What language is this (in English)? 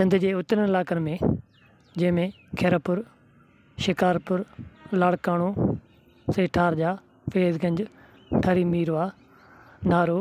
Sindhi